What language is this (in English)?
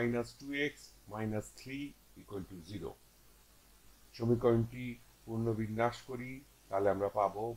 Bangla